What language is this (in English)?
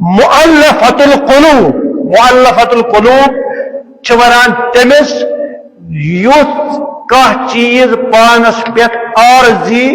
Kashmiri